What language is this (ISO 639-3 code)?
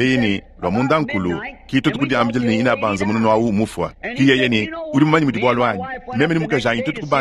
lua